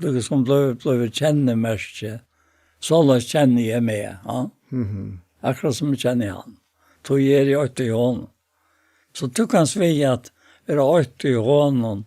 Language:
Faroese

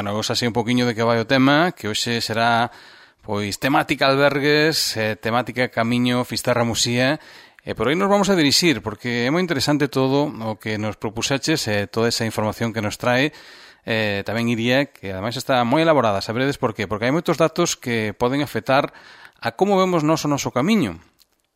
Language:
Galician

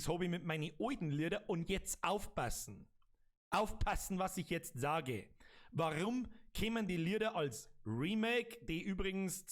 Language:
Bavarian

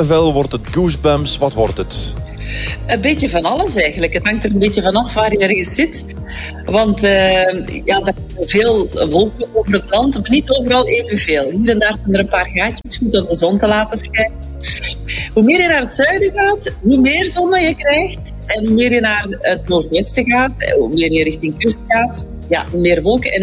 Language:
Dutch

